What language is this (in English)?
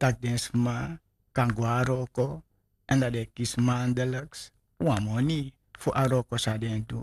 Sranan Tongo